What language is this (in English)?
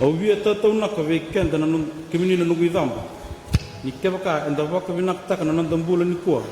Fijian